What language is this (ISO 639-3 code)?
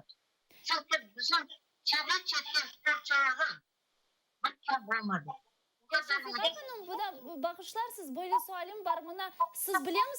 crh